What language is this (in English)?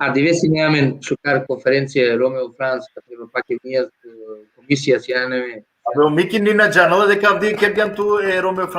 Balkan Romani